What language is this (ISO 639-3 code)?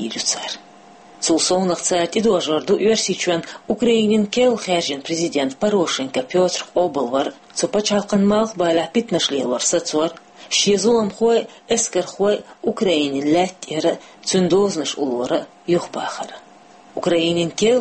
che